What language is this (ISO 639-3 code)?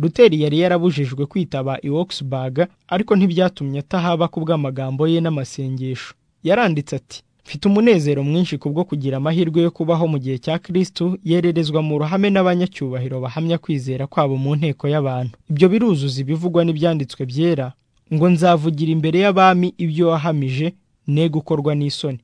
kin